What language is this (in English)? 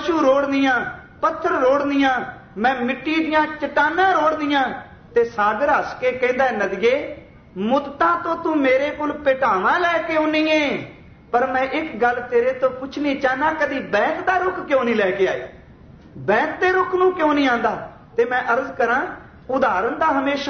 Punjabi